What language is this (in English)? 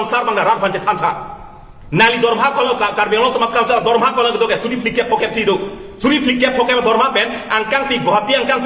Karbi